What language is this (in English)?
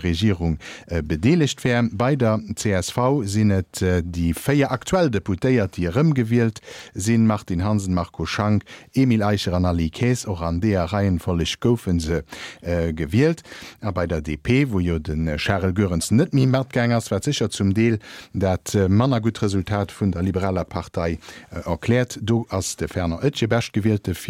Luxembourgish